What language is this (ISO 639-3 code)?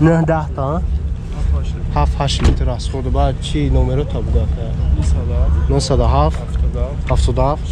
tgk